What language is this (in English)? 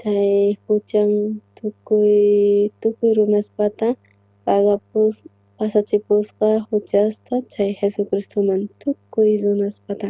South Bolivian Quechua